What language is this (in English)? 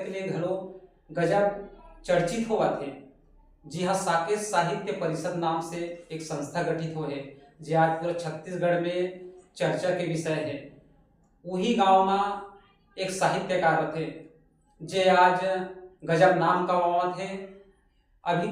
Chhattisgarhi